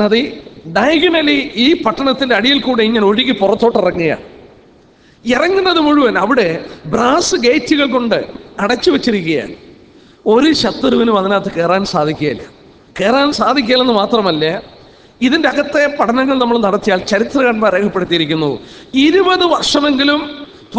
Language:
Malayalam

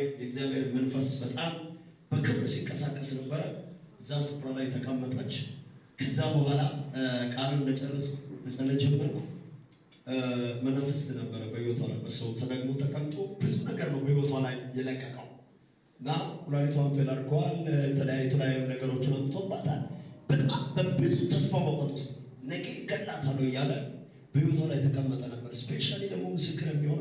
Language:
Amharic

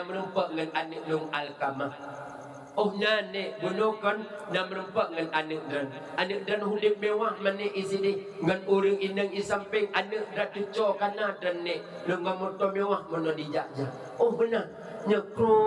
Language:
Achinese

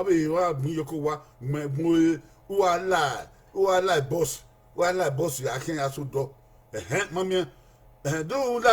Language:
Bini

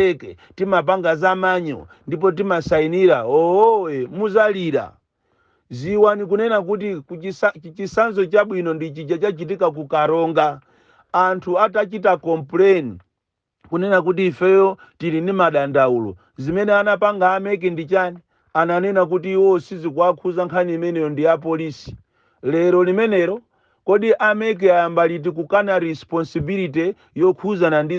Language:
Nyanja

